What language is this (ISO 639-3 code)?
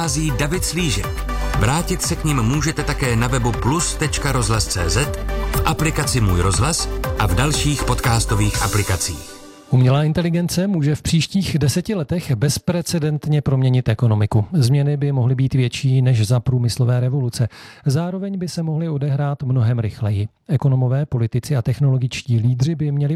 ces